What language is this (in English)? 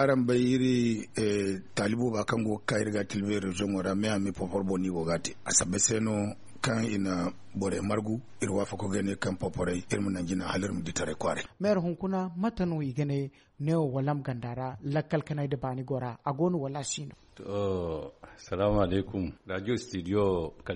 Zarma